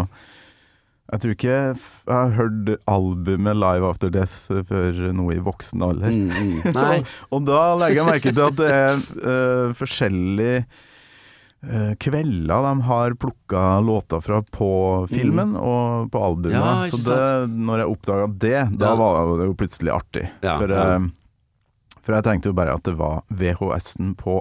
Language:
Norwegian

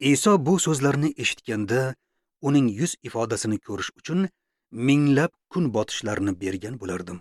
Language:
Uzbek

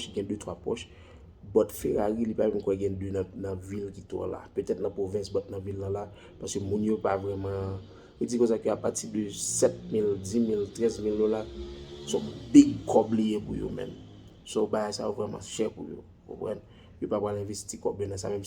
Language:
Haitian Creole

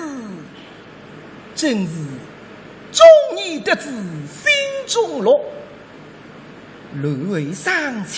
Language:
Wu Chinese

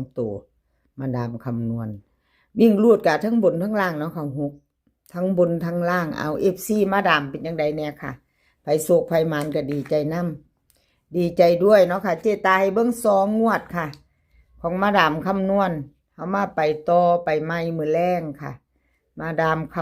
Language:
Northeastern Thai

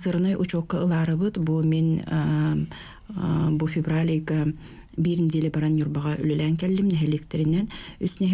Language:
Yakut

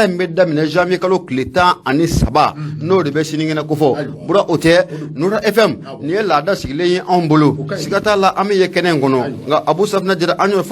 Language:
Bambara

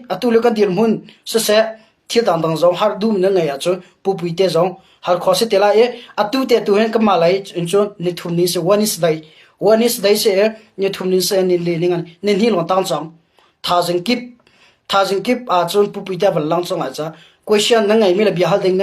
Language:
Hakha Chin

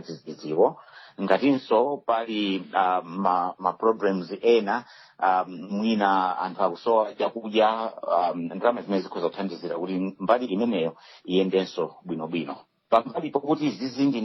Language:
Nyanja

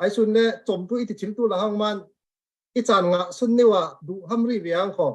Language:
Falam Chin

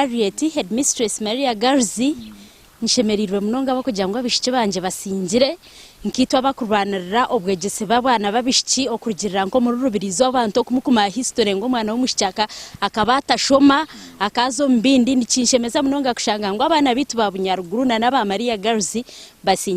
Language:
Nyankole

